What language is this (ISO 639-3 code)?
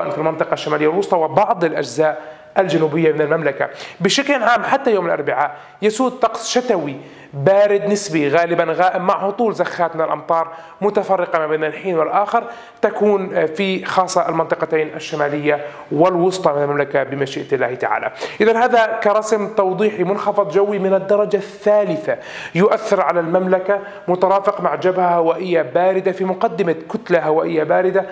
ara